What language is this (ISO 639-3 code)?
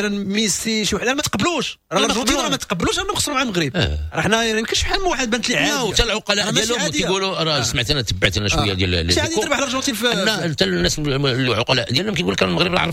ary